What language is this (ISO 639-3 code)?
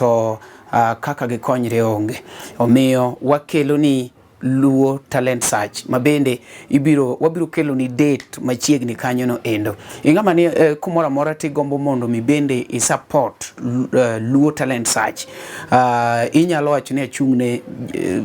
luo